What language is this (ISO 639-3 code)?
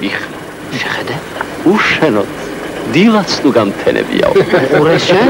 kat